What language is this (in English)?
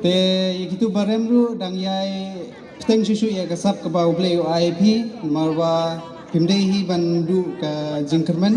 Khasi